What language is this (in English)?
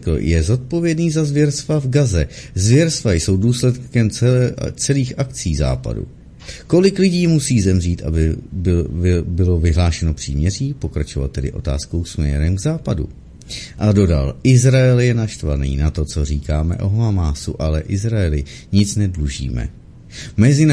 Czech